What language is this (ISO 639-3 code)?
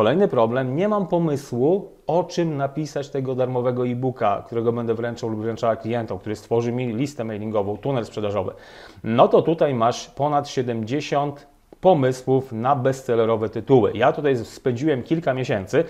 pol